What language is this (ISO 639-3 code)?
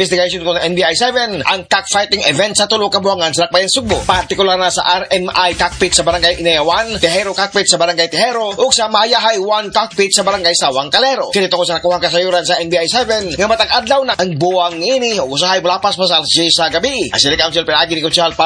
ceb